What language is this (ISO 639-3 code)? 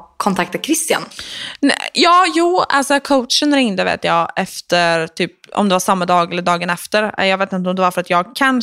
swe